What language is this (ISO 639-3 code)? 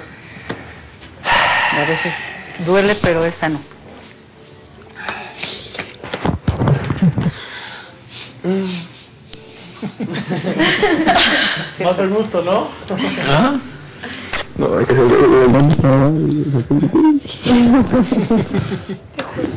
spa